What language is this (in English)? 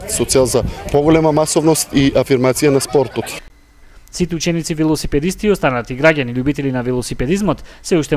Macedonian